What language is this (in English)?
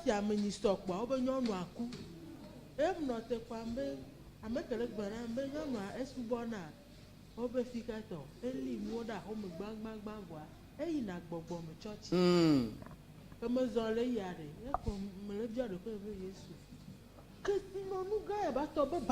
Ewe